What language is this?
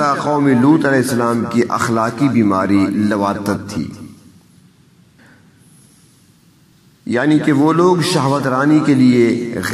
Urdu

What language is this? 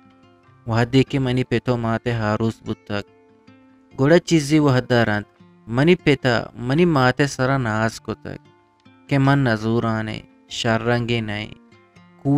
Eastern Balochi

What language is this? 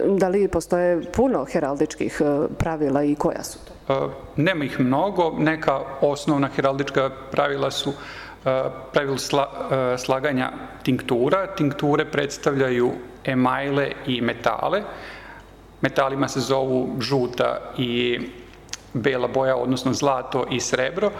Serbian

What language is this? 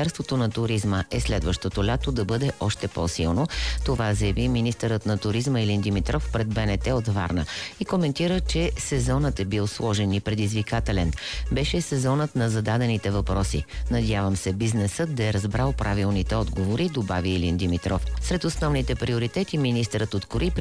Bulgarian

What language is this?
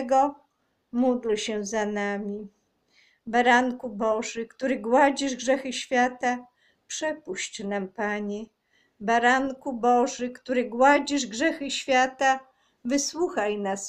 Polish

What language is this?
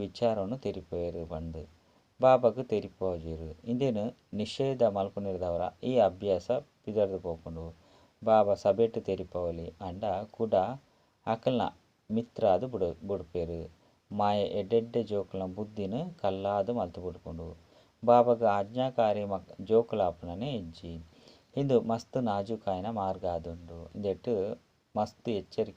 Tulu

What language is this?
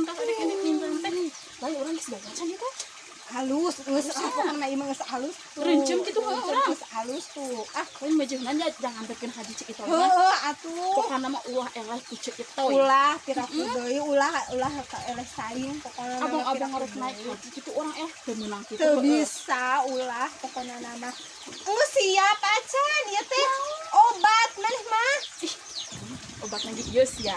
Sundanese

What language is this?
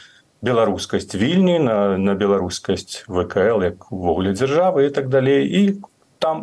Belarusian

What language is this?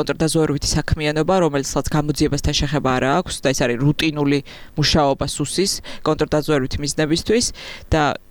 Georgian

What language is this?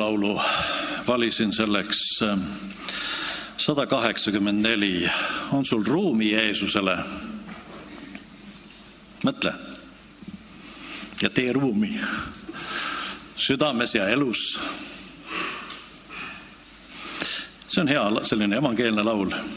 Estonian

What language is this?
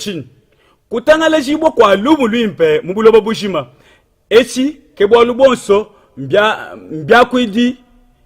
Luba-Lulua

